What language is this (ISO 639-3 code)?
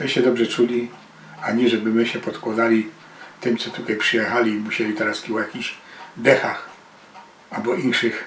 szl